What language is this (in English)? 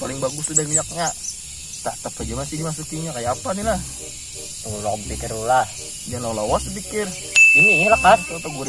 Banjar